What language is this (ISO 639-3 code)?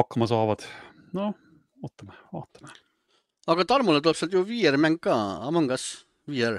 est